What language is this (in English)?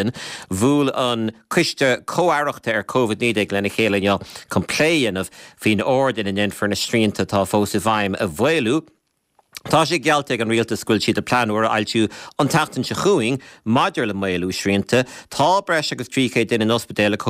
Irish